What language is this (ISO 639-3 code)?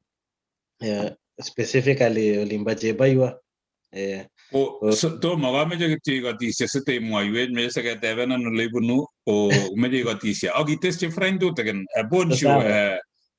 kln